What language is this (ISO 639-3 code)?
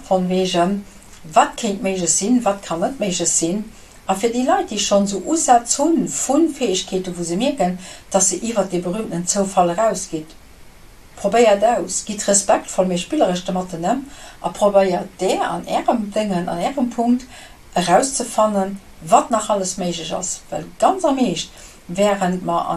ltz